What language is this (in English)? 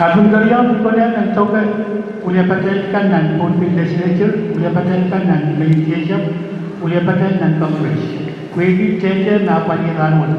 Pohnpeian